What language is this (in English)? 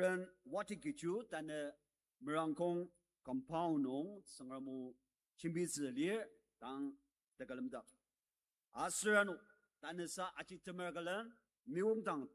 Ao Naga